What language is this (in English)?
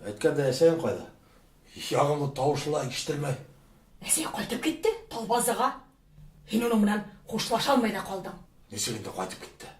Bashkir